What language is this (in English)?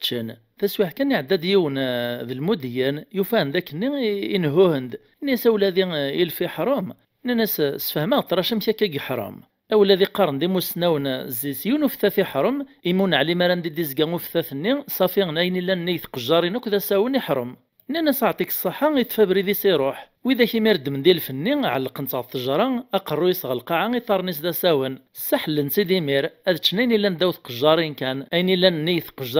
Kabyle